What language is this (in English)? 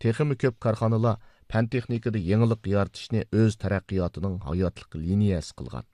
Uyghur